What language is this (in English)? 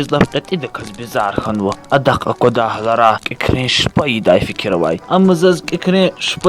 Lezghian